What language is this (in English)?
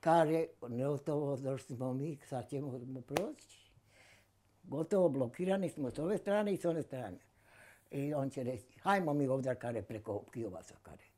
Bosnian